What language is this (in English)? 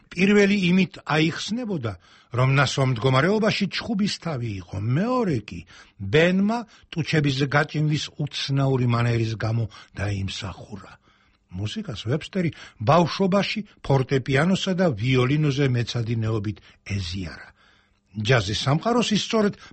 Georgian